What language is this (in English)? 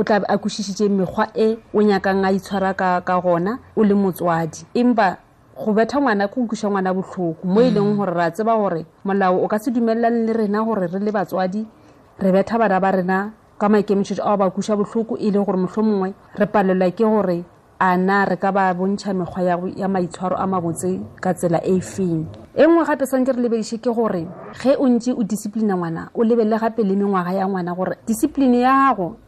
Tswana